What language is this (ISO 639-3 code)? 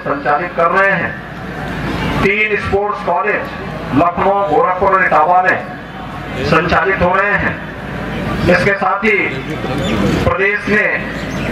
hin